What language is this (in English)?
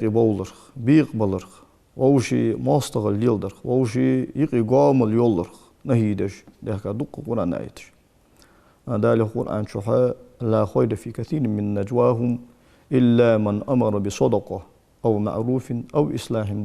Ingush